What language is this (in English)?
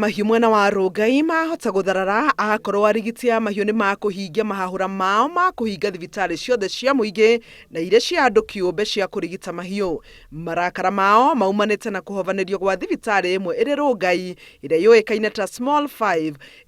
Kikuyu